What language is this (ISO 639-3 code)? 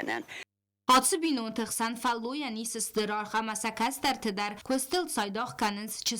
oss